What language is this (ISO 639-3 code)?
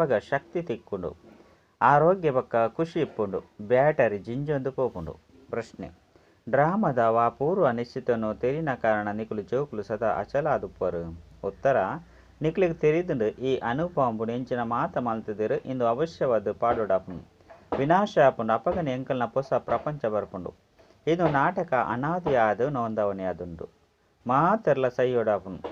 tcy